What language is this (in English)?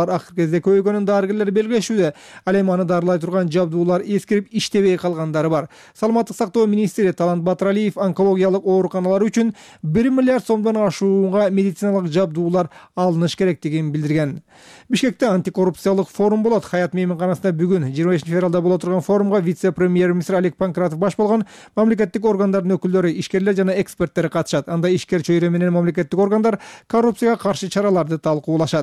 Kyrgyz